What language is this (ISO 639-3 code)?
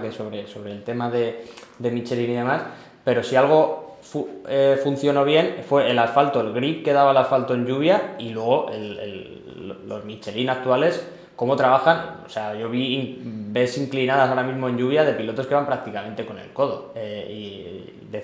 spa